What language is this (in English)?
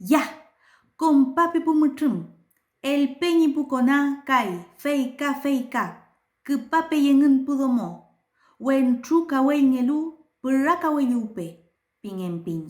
Mapuche